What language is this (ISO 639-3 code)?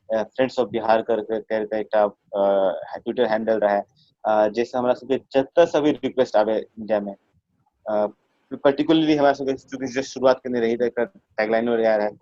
mai